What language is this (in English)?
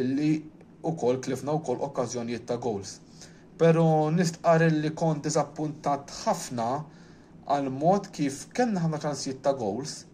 Maltese